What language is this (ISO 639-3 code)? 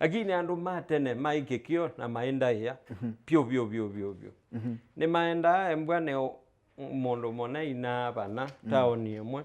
kam